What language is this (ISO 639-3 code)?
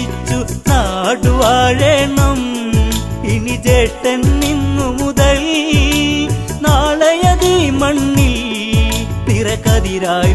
mal